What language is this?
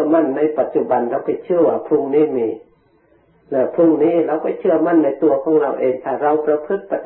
Thai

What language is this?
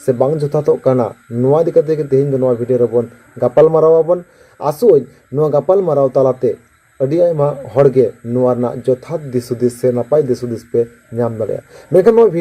Santali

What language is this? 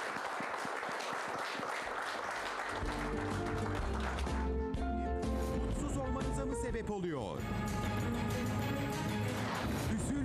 Turkish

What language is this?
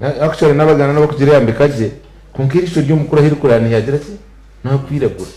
Nyankole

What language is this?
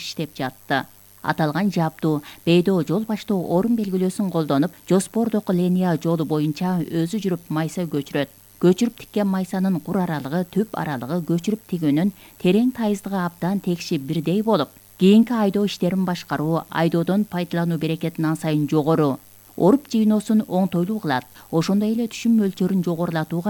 Kyrgyz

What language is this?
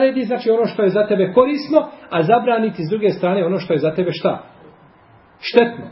Bosnian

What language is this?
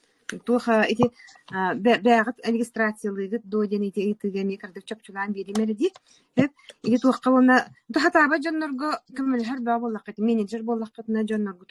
Yakut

